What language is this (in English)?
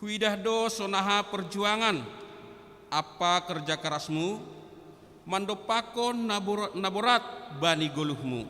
Batak Simalungun